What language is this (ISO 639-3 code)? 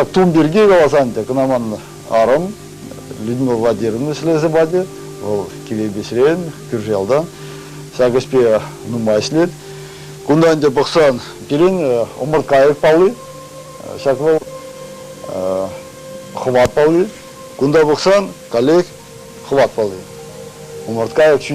chv